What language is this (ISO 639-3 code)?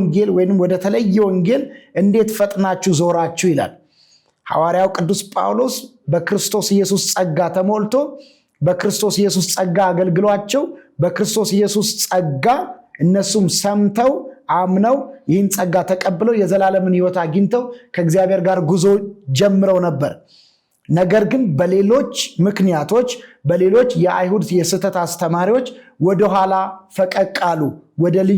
amh